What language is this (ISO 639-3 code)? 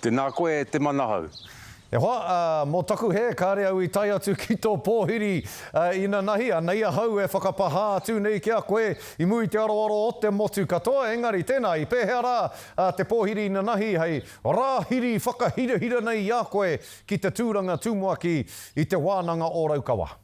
mri